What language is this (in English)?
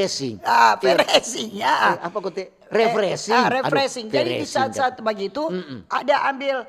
Manado Malay